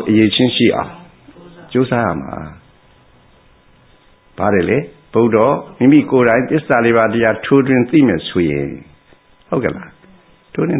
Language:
Burmese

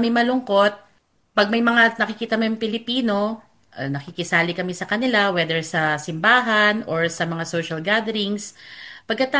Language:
Filipino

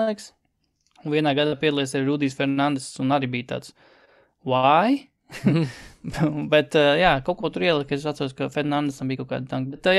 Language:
Latvian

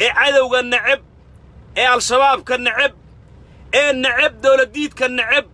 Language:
Somali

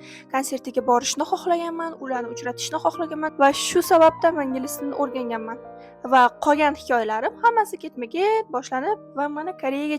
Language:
Uzbek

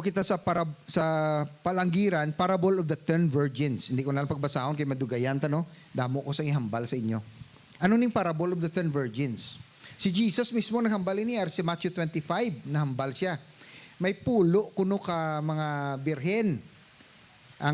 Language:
Hiligaynon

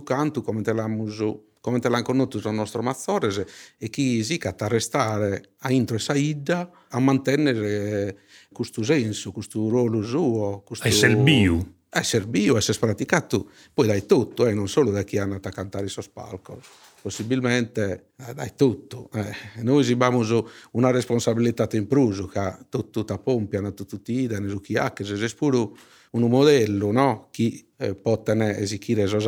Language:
Sardinian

